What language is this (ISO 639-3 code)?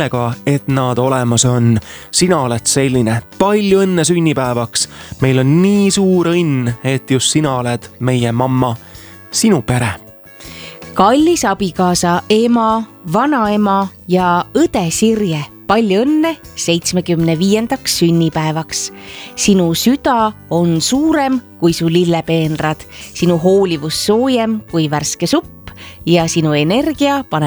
est